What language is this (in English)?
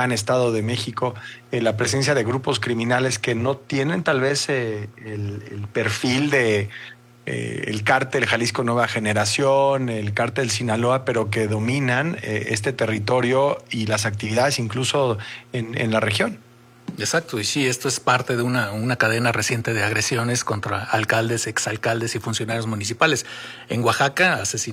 Spanish